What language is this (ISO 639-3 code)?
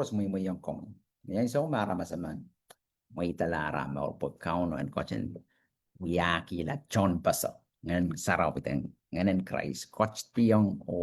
pon